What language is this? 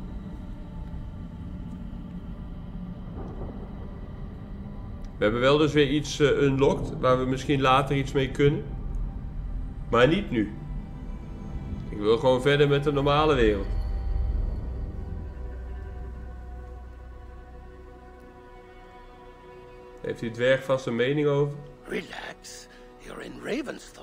Dutch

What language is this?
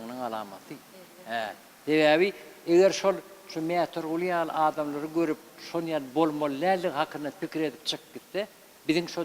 Turkmen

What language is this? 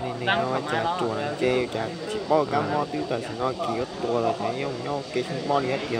Hmong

